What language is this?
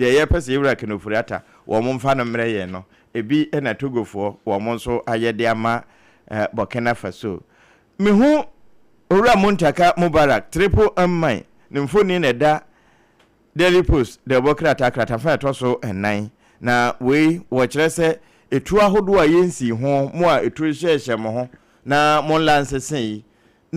Akan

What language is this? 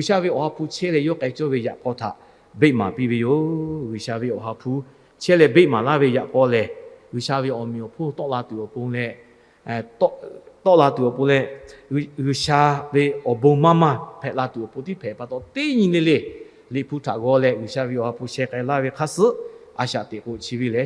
Lahu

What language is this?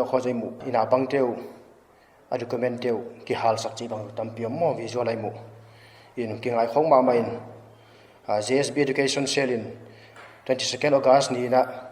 Paite Chin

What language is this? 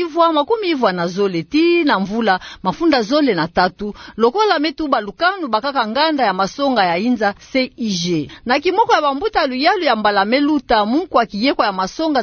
Kituba (Democratic Republic of Congo)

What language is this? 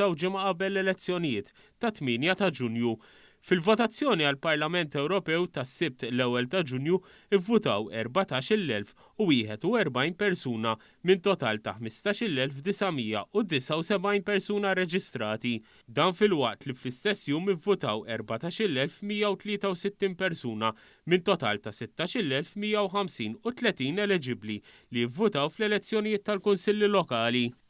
Maltese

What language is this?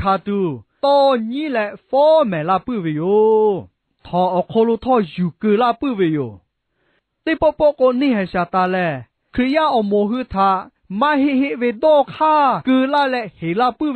Lahu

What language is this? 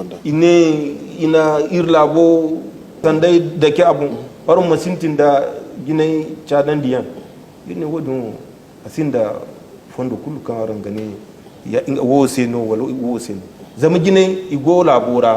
Zarma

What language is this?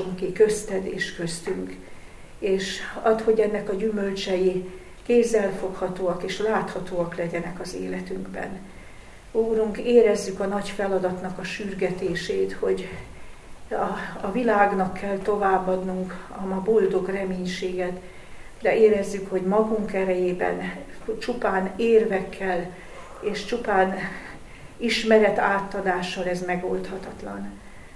Hungarian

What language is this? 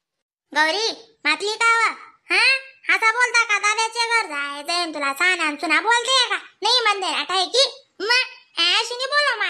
Khandesi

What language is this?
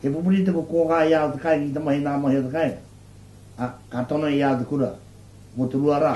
Māori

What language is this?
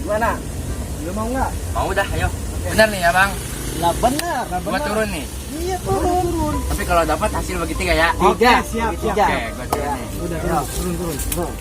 Betawi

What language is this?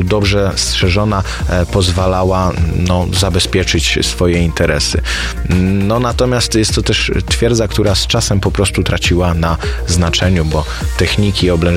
Polish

